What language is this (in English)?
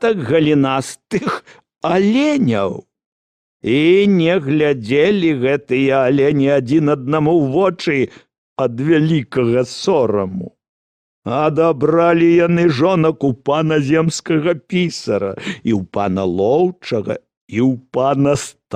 Belarusian